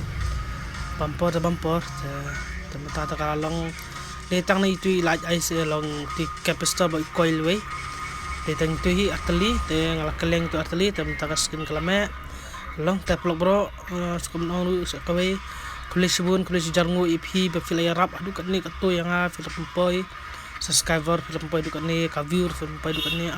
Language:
Khasi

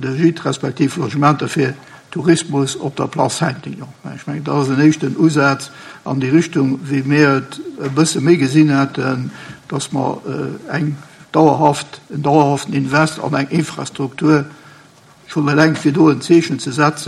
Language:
Luxembourgish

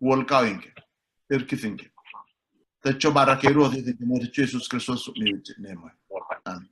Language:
Sidamo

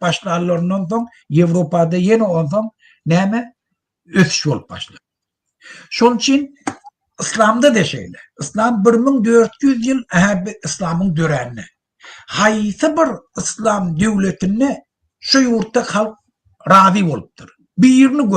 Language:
Turkmen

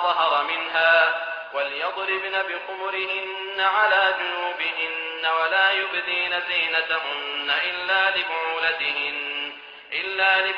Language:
Arabic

